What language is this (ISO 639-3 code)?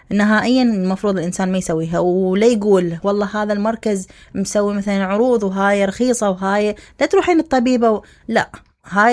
acm